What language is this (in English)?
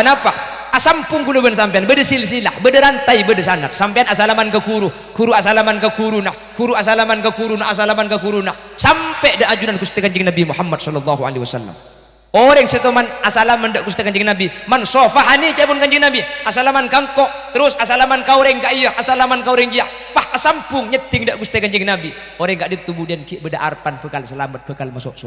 Madurese